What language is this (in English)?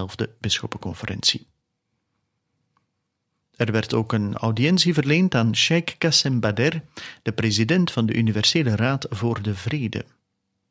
Dutch